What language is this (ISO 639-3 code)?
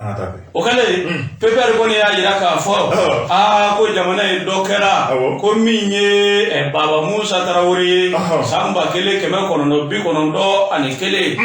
bam